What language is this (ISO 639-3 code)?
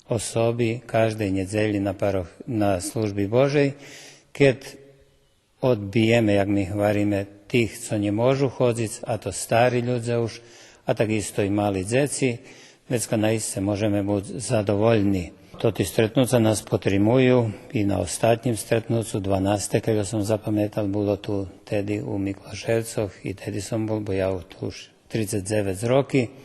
rue